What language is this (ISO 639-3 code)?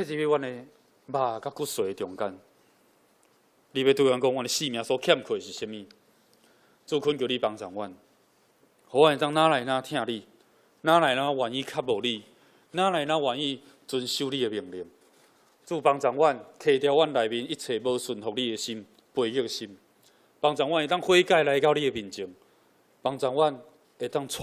nan